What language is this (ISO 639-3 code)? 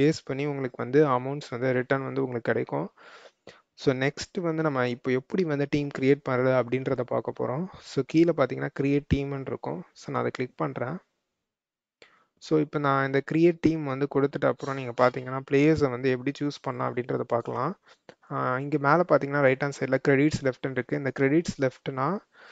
tam